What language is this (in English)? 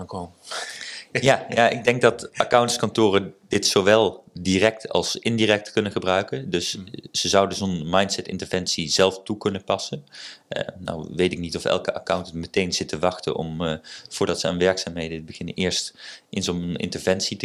Dutch